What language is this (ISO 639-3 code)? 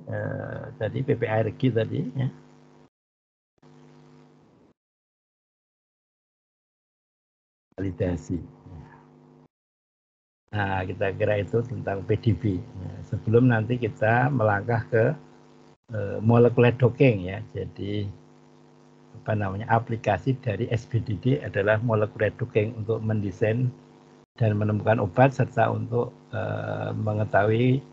ind